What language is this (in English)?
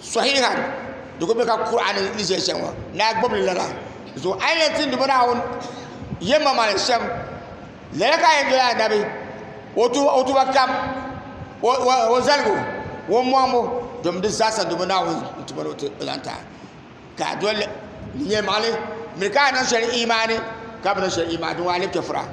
Dagbani